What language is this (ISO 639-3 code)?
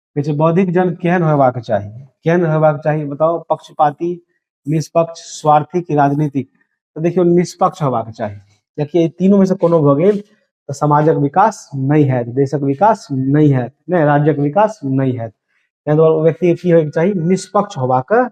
mai